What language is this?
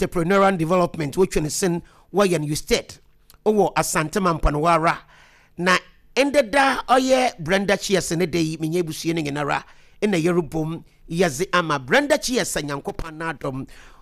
Akan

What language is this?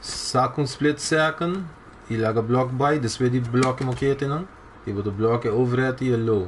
Papiamento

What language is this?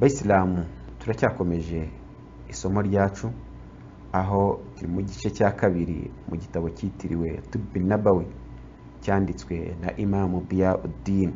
Kinyarwanda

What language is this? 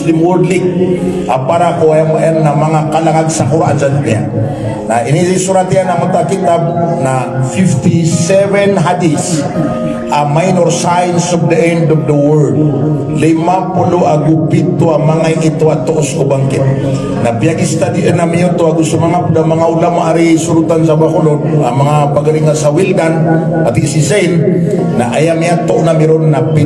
Maranao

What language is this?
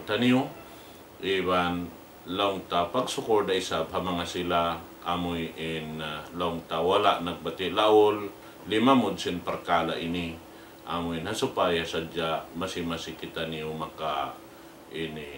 Tausug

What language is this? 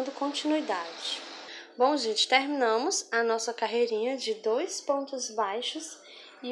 Portuguese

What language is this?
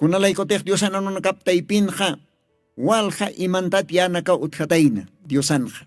Aymara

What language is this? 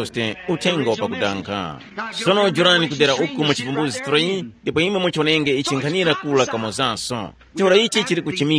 Tumbuka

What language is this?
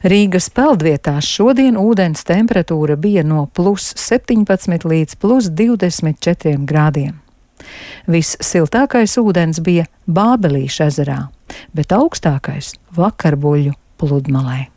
Latvian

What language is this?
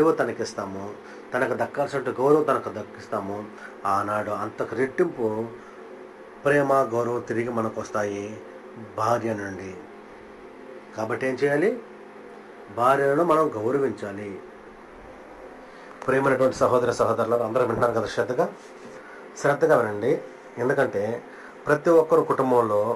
Telugu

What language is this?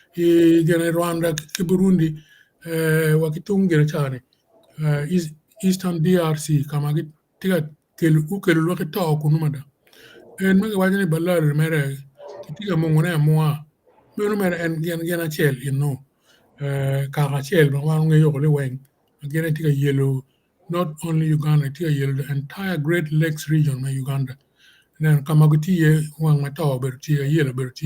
Acoli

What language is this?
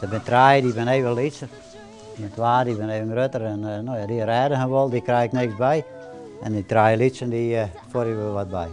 Western Frisian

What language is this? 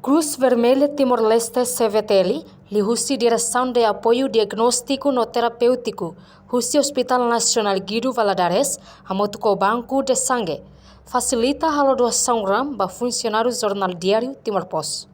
Tetum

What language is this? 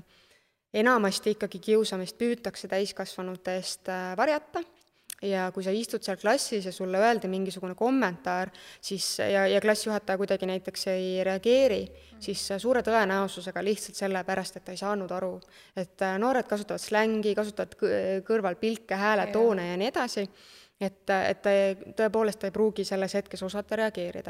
Estonian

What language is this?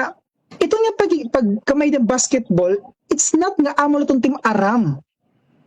Waray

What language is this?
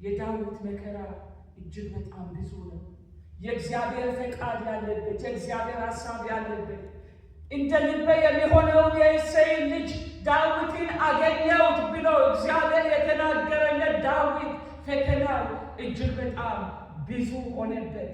Amharic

